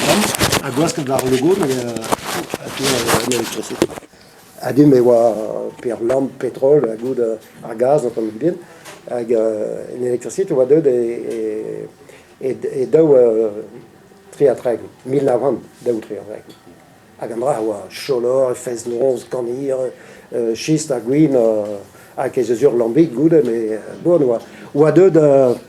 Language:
Breton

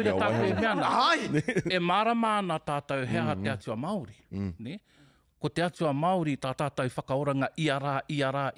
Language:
Māori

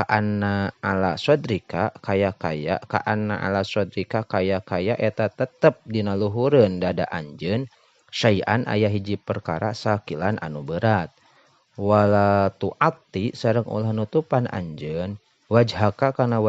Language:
Sundanese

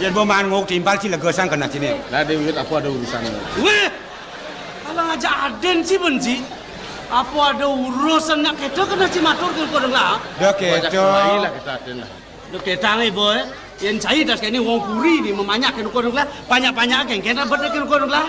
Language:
Balinese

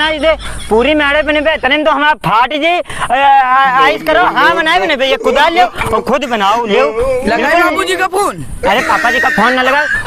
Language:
Awadhi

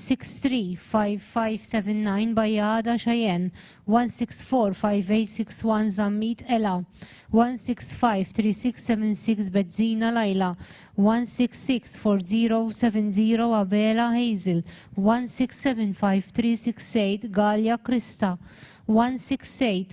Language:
English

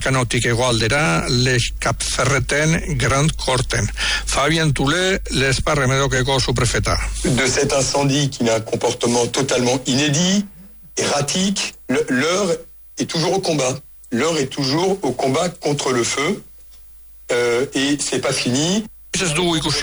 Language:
Basque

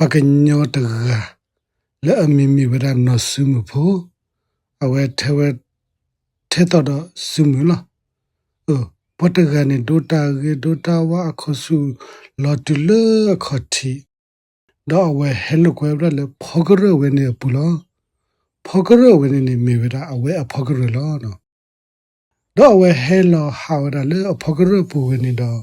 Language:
S'gaw Karen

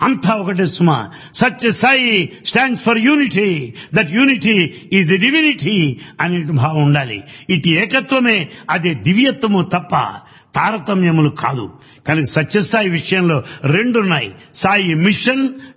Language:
Telugu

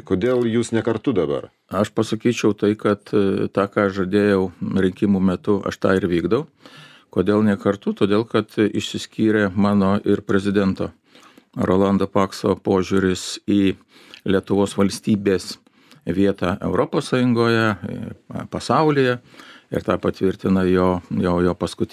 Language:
Lithuanian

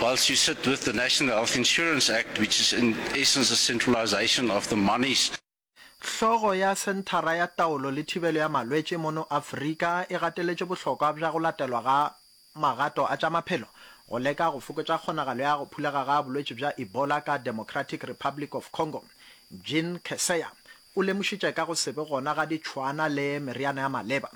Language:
Northern Sotho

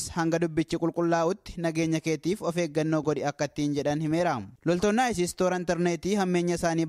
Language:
Oromo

